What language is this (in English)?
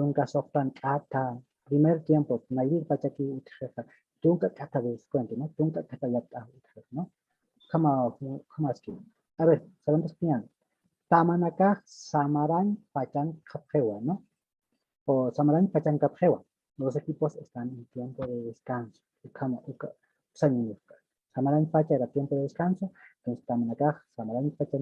Aymara